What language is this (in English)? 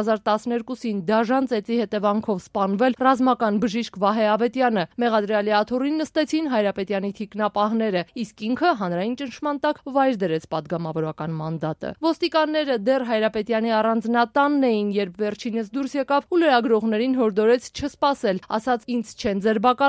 Armenian